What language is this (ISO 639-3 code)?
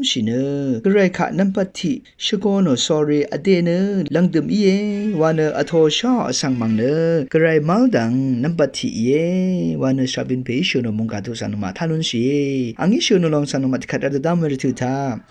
raw